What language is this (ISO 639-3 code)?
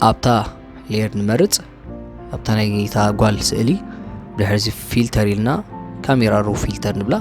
tir